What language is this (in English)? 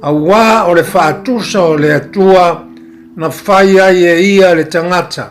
Samoan